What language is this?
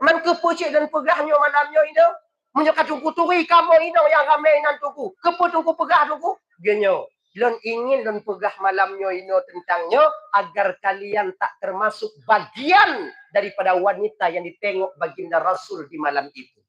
Achinese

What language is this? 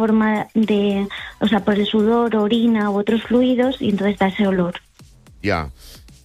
Catalan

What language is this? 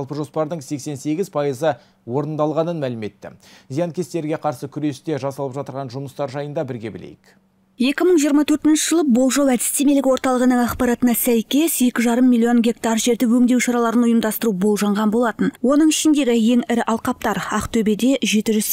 Kazakh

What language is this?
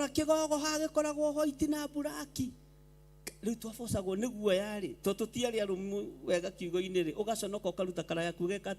Kikuyu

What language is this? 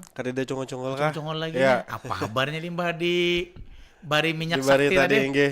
Banjar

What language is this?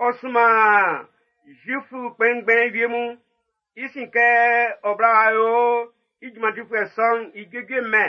Baoulé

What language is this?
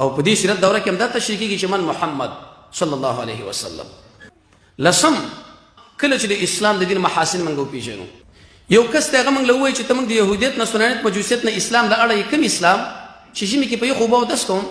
Pashto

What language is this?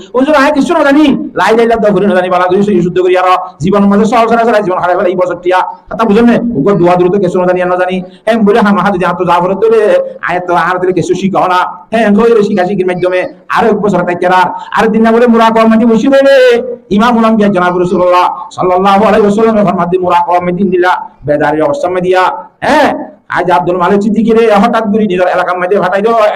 Rohingya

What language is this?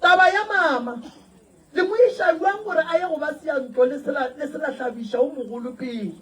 Northern Sotho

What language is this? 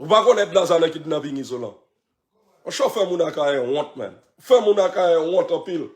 Haitian Creole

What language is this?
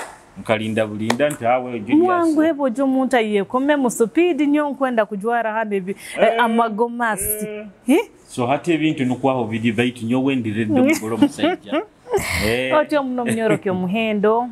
Nyoro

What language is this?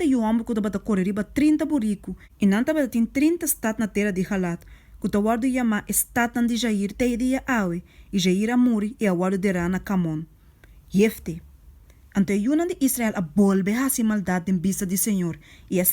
Papiamento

